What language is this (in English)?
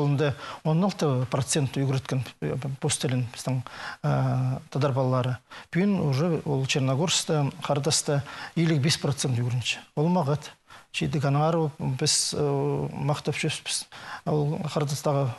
Khakas